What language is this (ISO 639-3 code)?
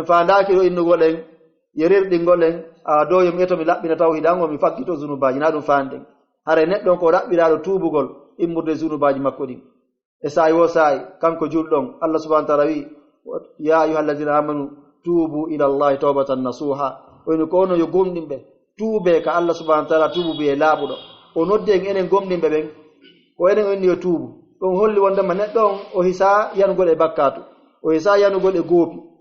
fuf